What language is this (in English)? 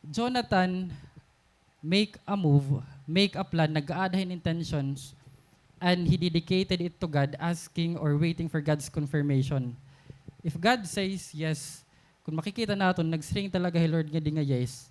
Waray